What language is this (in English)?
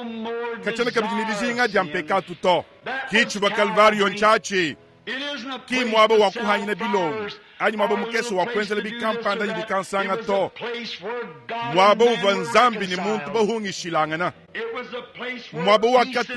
Luba-Lulua